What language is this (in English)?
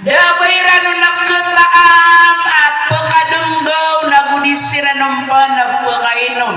Maranao